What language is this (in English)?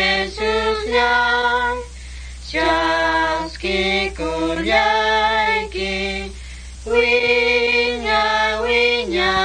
Quechua